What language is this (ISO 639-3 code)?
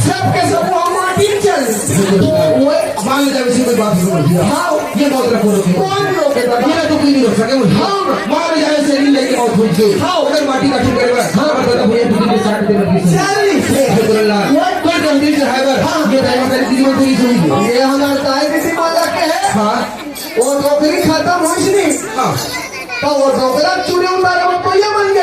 hne